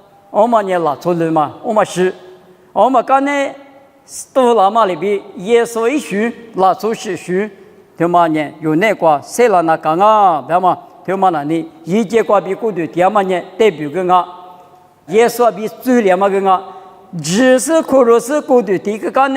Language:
Lisu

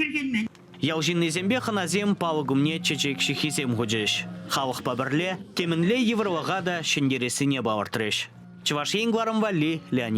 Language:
Chuvash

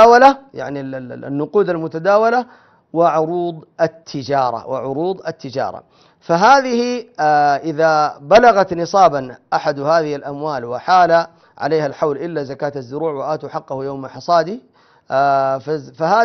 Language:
Arabic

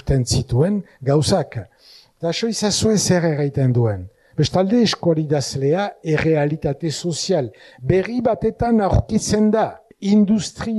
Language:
Basque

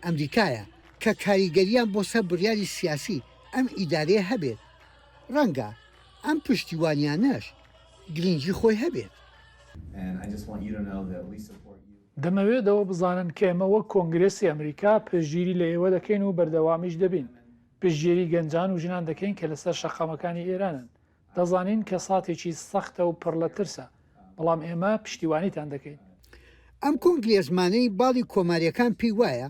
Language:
Central Kurdish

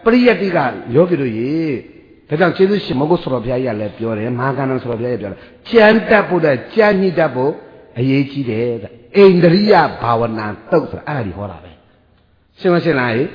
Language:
Burmese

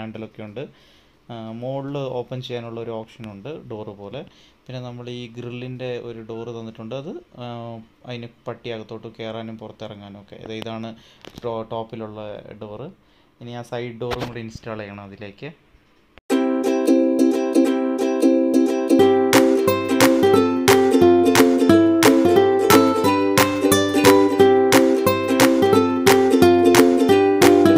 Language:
Malayalam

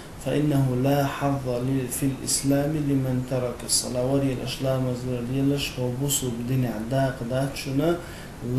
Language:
Chechen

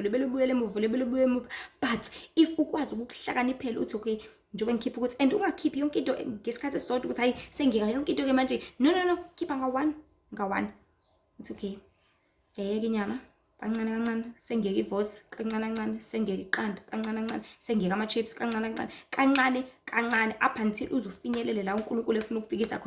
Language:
Zulu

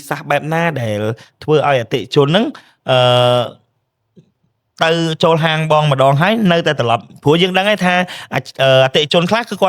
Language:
Khmer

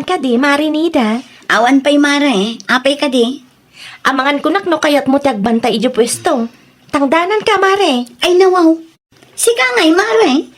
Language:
Iloko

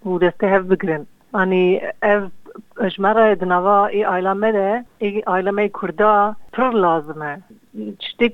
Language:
Kurdish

